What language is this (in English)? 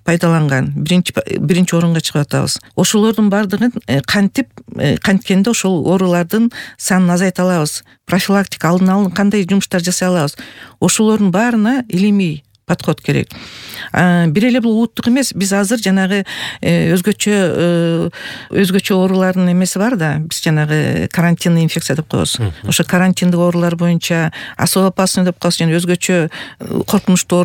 Kyrgyz